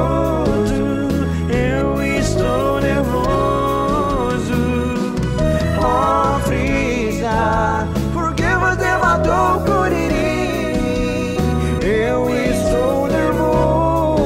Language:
Portuguese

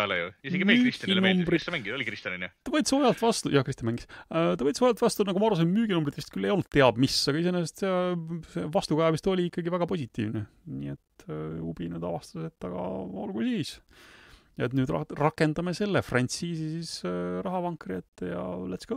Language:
Estonian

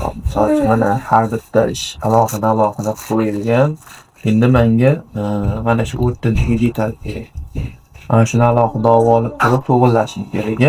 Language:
Uzbek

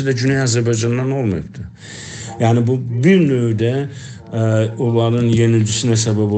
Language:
South Azerbaijani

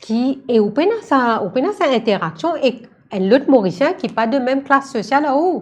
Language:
Morisyen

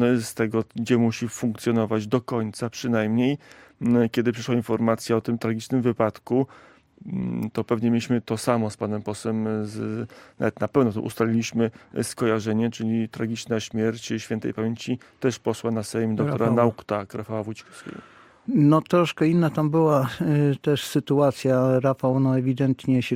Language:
Polish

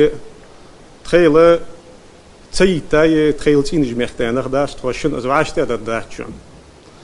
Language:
Ingush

